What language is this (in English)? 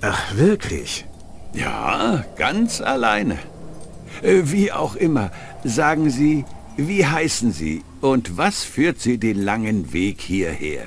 Bavarian